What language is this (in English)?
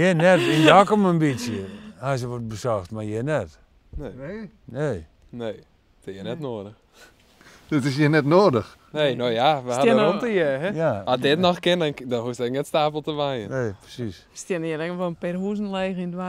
Western Frisian